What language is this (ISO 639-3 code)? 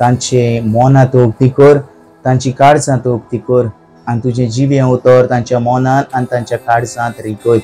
kok